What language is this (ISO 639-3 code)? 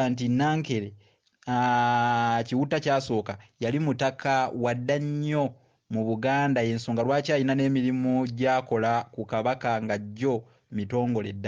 lug